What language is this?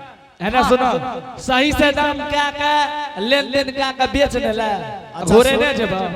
Angika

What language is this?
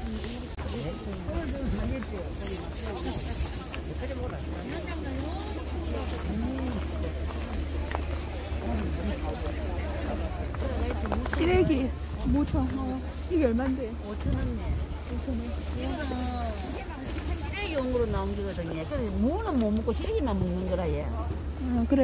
Korean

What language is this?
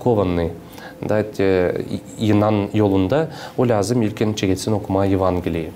Gagauz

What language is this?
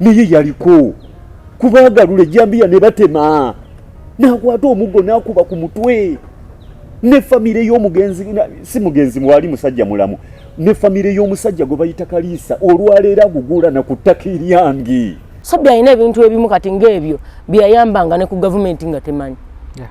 Ganda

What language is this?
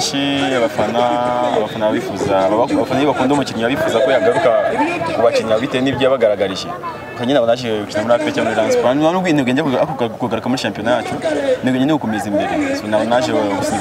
Kinyarwanda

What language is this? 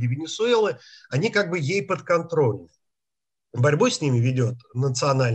Russian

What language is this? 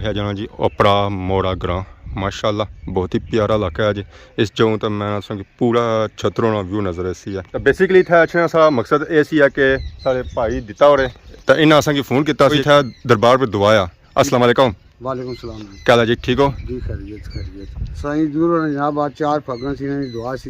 Pahari-Potwari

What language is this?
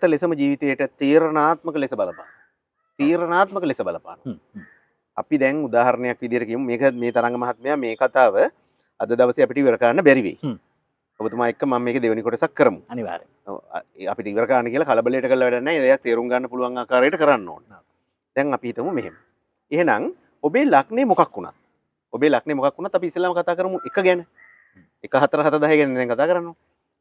Sinhala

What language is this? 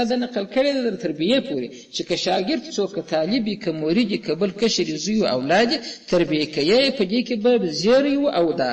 Pashto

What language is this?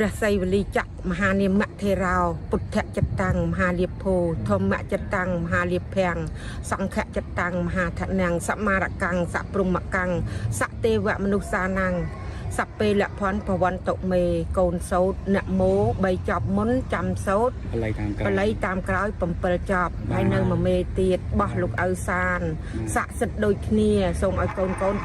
Khmer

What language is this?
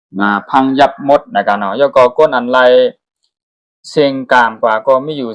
Shan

